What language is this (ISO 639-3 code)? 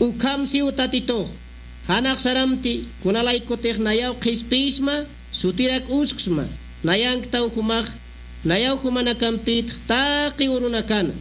aym